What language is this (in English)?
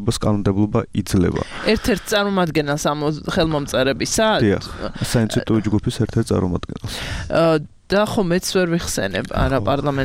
Georgian